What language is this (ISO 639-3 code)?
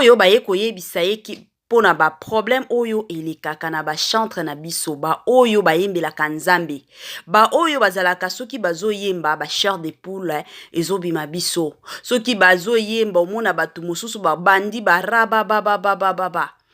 lin